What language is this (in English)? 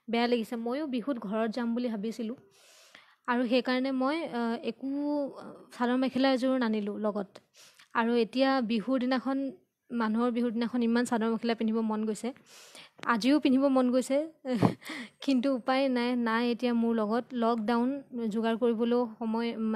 Assamese